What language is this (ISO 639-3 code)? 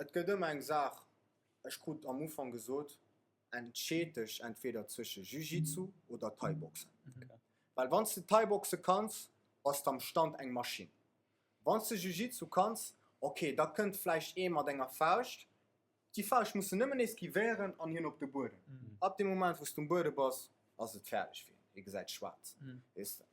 ltz